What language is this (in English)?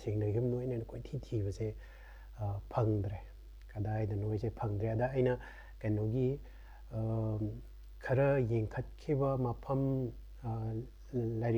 Manipuri